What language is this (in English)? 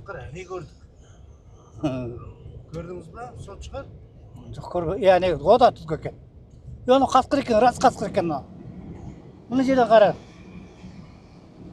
Kazakh